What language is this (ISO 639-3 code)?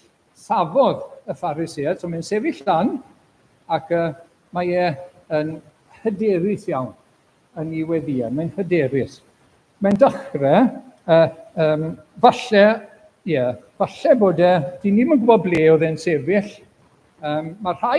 cym